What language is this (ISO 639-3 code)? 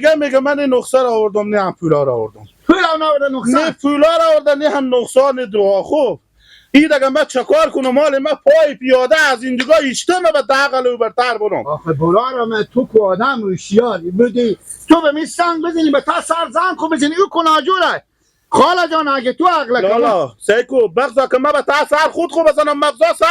haz